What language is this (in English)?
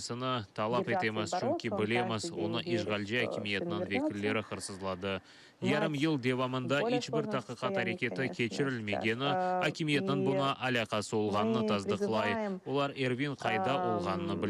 Crimean Tatar